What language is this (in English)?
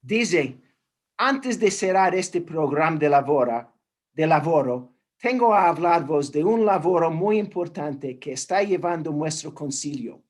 Ladino